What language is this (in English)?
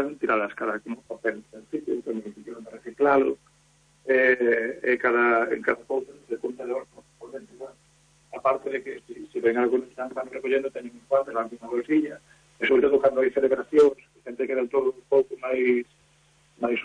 Galician